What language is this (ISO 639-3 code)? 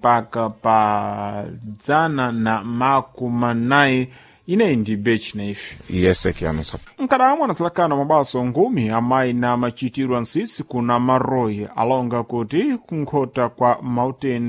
seh